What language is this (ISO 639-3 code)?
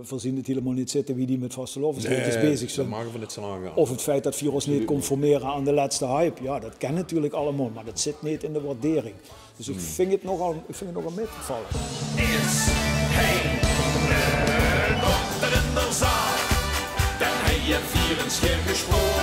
lim